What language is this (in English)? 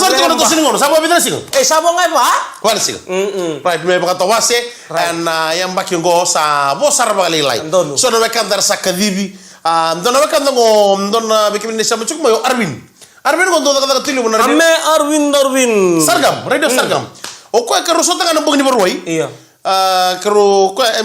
Fijian